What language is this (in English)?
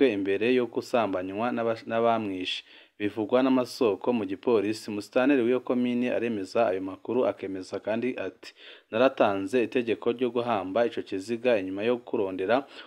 Rundi